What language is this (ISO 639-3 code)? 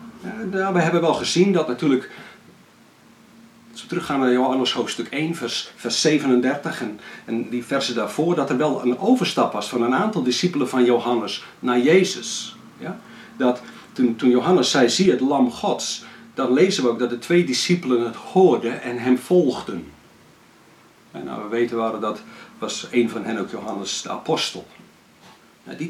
nld